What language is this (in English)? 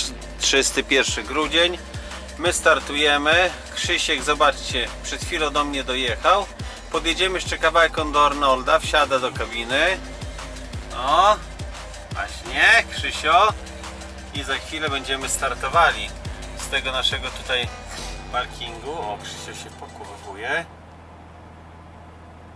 Polish